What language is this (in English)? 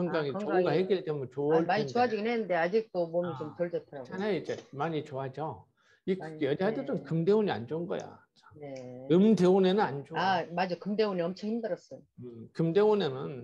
Korean